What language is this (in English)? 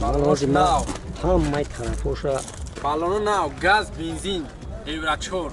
Tajik